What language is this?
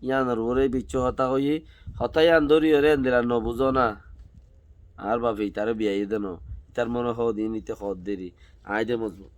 Rohingya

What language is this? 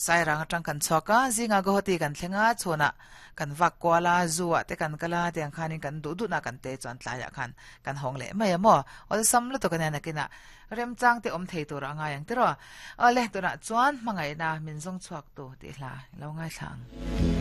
Mizo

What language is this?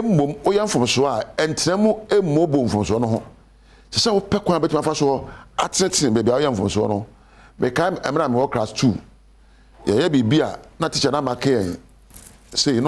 Akan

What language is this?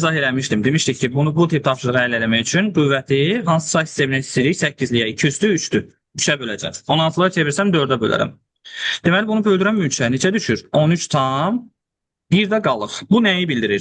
Azerbaijani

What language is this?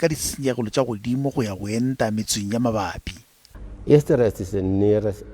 Northern Sotho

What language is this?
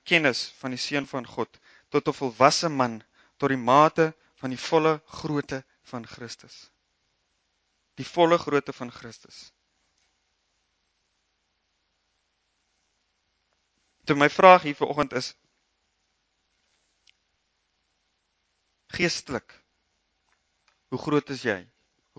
Afrikaans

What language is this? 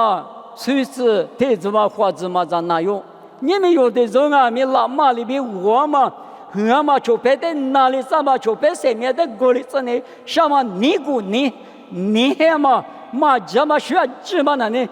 Lisu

